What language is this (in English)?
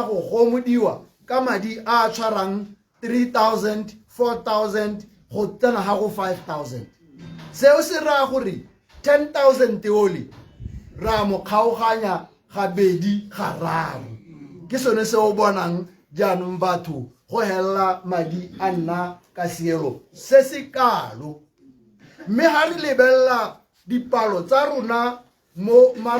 Tswana